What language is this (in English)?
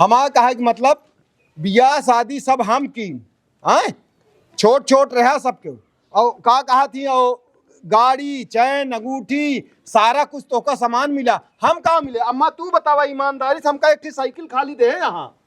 Awadhi